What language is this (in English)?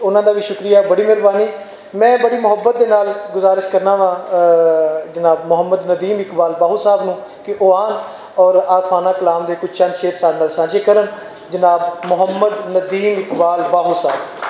Western Panjabi